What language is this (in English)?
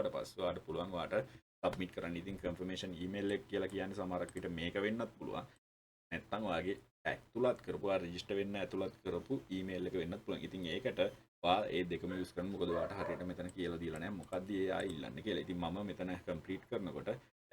Sinhala